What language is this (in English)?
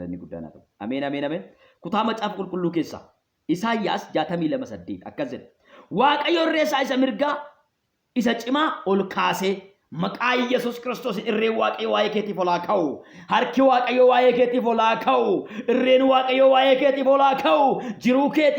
Oromo